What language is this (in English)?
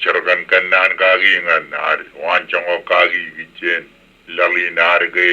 Marshallese